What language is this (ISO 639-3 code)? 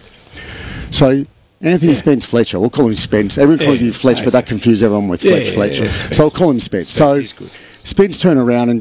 eng